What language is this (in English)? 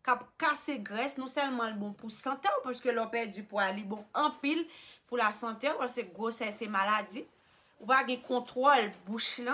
Haitian Creole